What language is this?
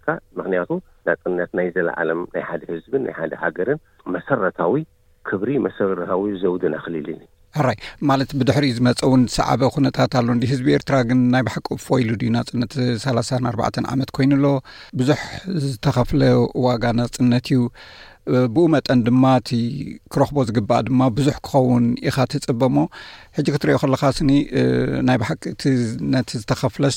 Tigrinya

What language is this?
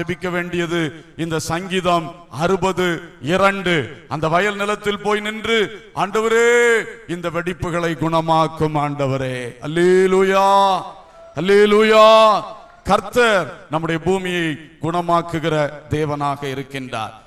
Tamil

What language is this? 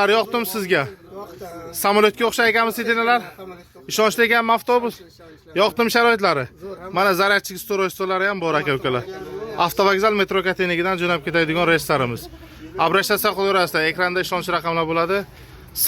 Uzbek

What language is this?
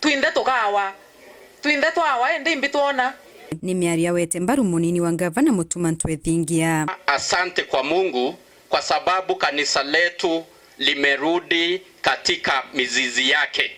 Meru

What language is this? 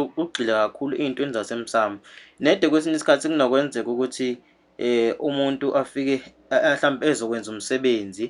Zulu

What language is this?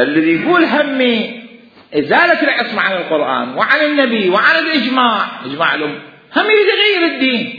Mesopotamian Arabic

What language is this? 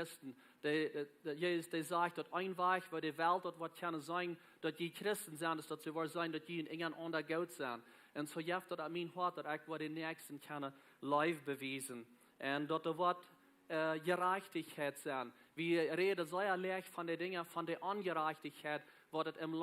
Plautdietsch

